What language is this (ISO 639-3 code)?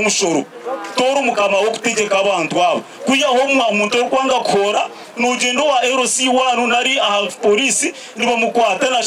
nyn